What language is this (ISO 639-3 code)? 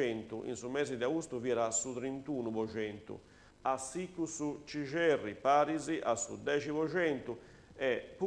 srd